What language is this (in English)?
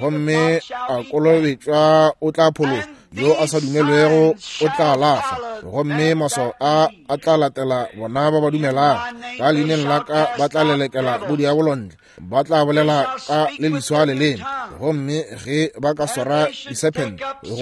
Northern Sotho